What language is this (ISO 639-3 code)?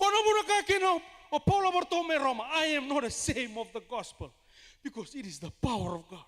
fij